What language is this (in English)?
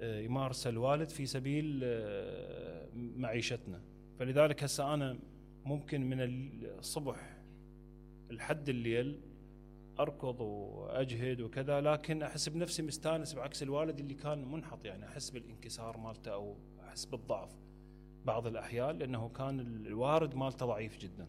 Mesopotamian Arabic